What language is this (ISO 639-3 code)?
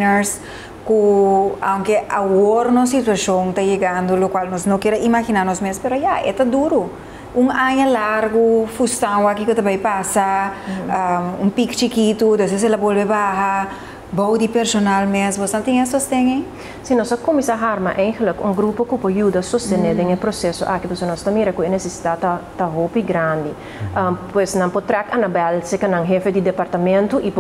pap